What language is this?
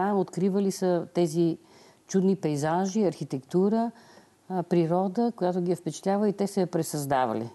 Bulgarian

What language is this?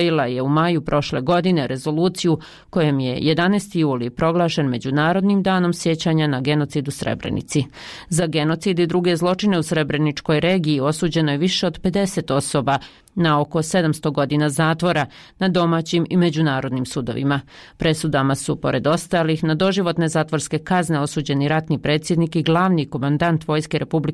Bosnian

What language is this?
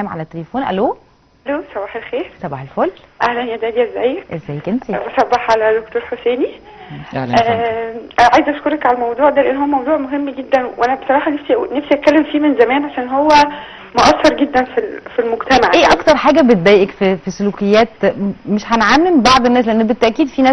Egyptian Arabic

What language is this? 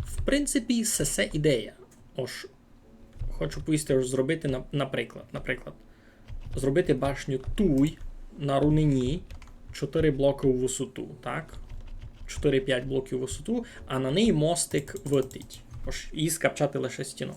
Rusyn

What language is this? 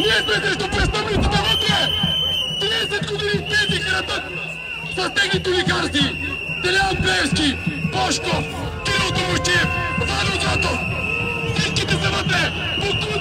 Bulgarian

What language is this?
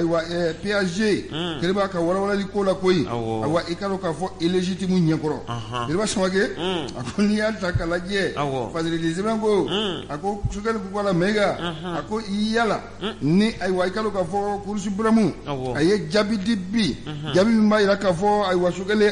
Bambara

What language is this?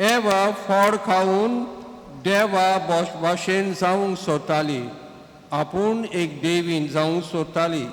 Konkani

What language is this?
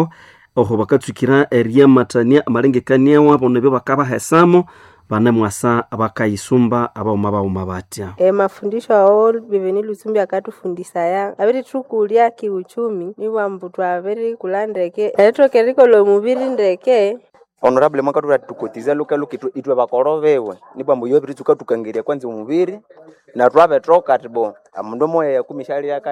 Nande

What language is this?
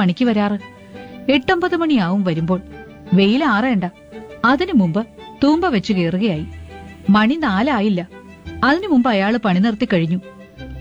Malayalam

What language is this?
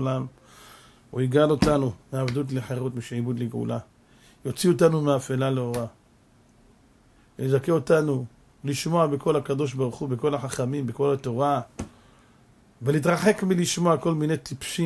Hebrew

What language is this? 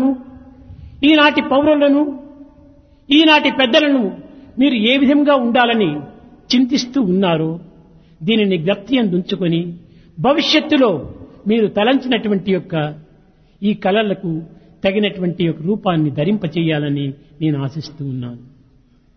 Telugu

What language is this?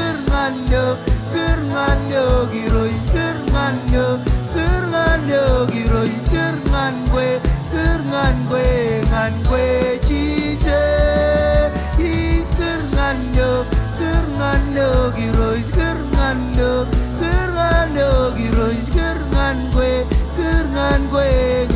Marshallese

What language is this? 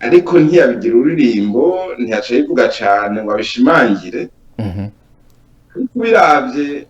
Rundi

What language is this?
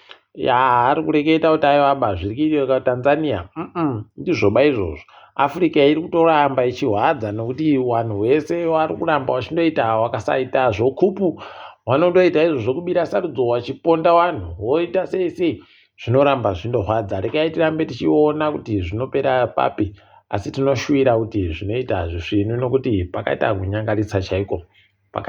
Ndau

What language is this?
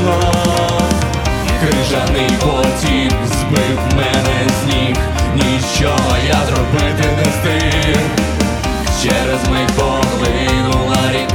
Ukrainian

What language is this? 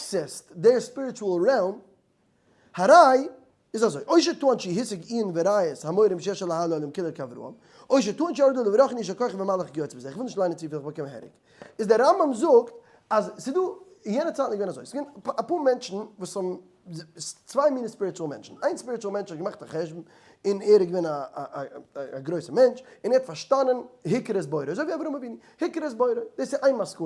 Yiddish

